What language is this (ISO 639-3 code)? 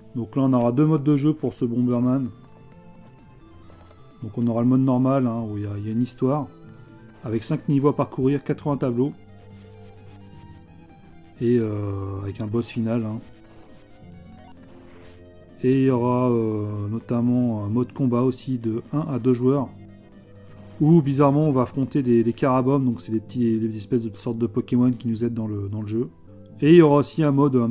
fra